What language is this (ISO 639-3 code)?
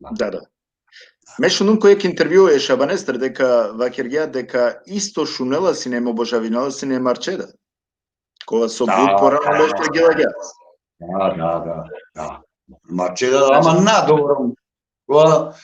rmn